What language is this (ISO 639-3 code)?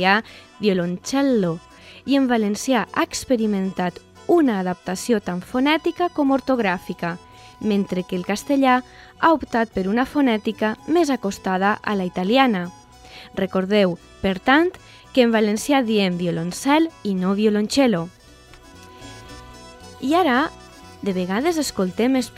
cat